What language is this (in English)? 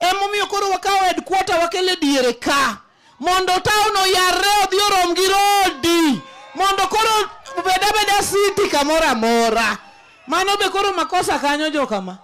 Luo (Kenya and Tanzania)